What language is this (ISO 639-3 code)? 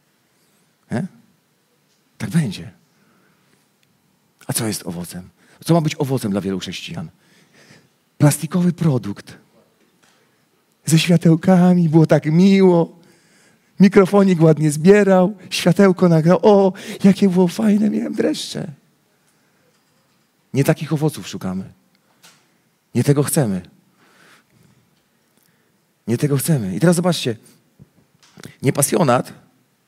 pol